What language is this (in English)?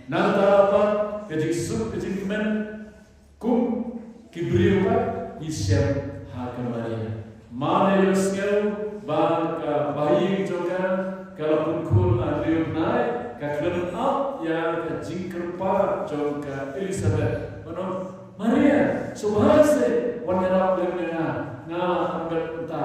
Khasi